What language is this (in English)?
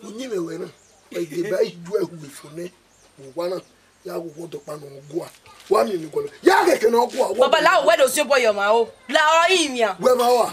Bini